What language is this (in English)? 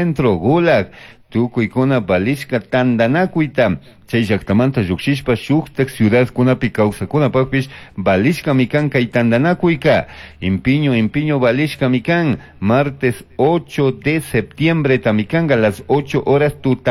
Chimborazo Highland Quichua